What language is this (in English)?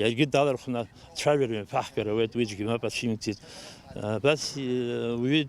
Abkhazian